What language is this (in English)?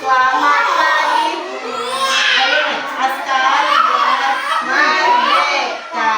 Banjar